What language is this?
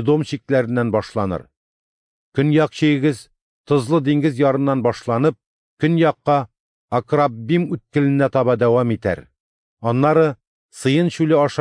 Tatar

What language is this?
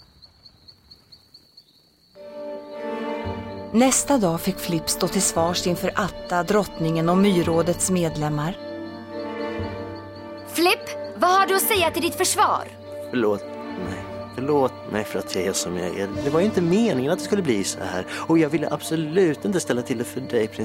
Swedish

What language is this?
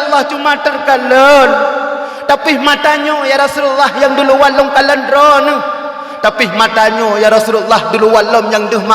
Achinese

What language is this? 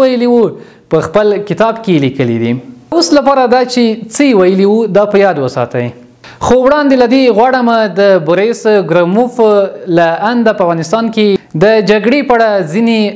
Pashto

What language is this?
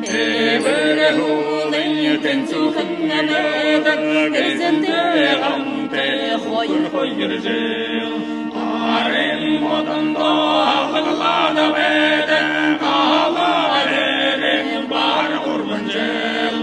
Buriat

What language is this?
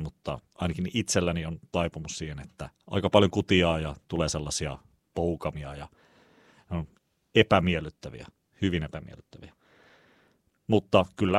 Finnish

